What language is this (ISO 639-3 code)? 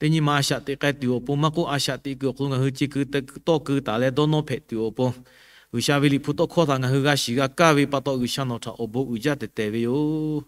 lhu